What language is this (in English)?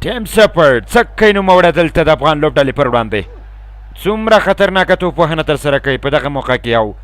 Pashto